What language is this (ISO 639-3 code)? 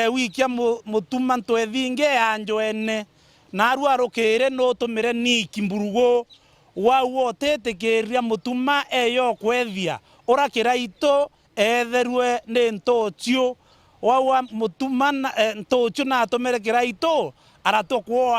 mer